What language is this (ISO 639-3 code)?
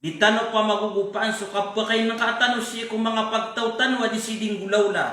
mrw